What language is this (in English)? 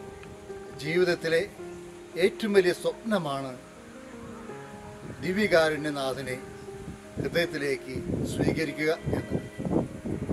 Malayalam